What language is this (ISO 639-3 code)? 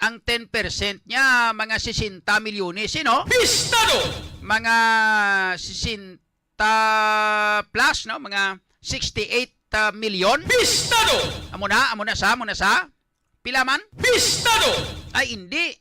hil